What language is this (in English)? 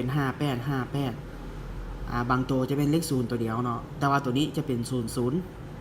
Lao